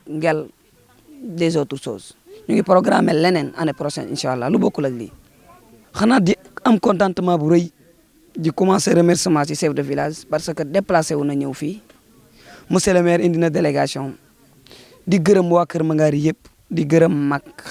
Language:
Wolof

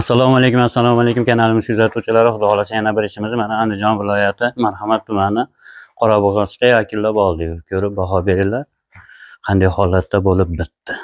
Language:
Uzbek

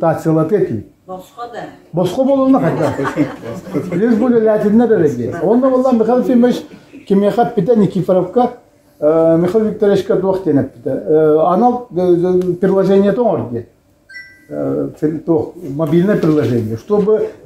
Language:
Yakut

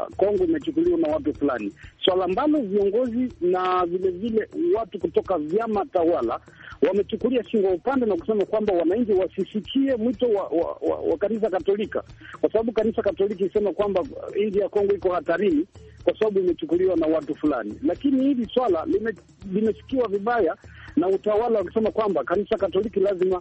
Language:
Swahili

